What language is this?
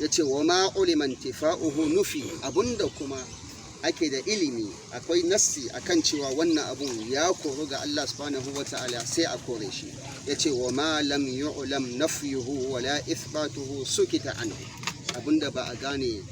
Hausa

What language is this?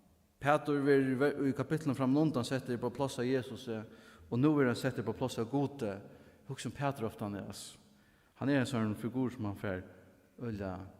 Faroese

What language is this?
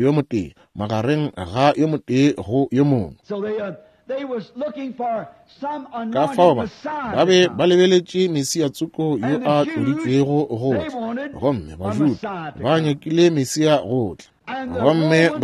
Northern Sotho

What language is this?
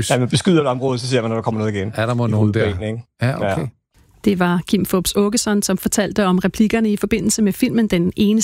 Danish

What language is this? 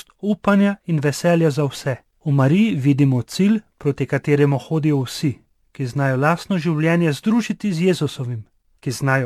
Slovenian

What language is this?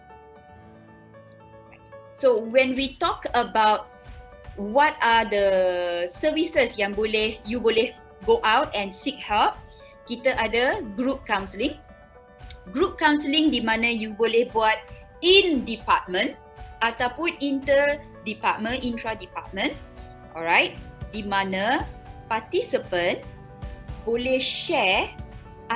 Malay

